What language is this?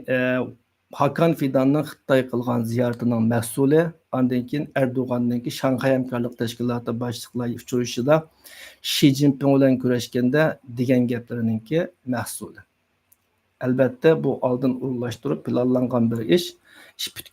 Uyghur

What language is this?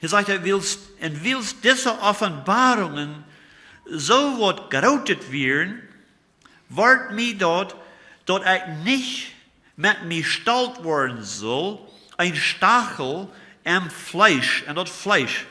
Plautdietsch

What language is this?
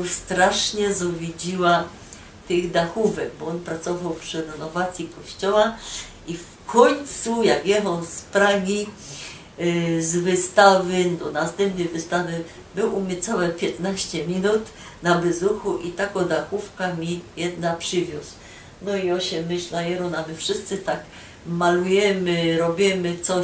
Silesian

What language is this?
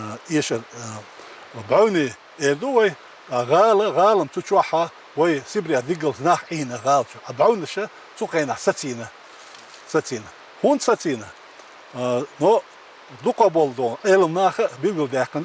Chechen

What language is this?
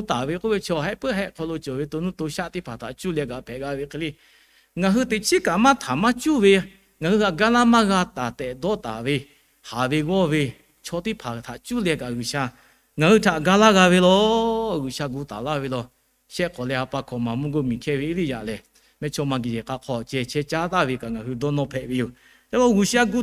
Lahu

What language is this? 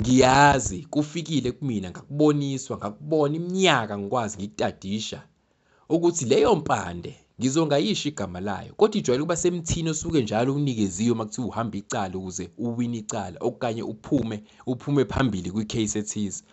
Zulu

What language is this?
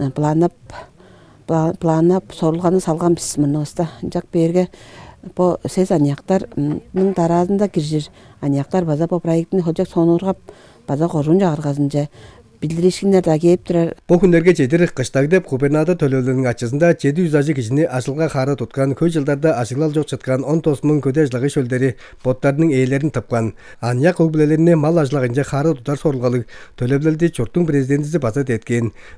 Tuvinian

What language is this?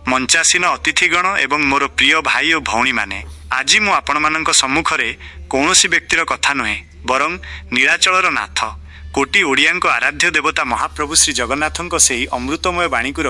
Odia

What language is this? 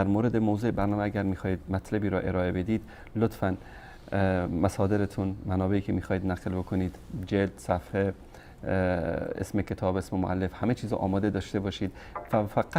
Persian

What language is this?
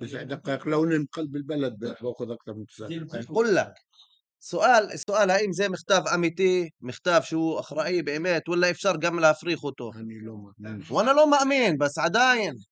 North Levantine Arabic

